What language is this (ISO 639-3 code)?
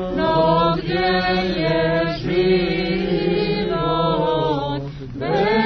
srp